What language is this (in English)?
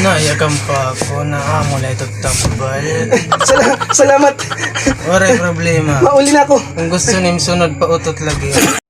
Waray